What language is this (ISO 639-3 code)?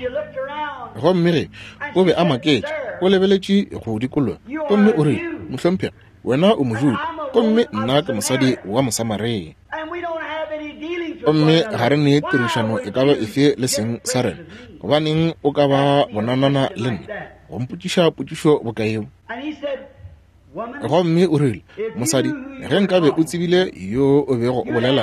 nso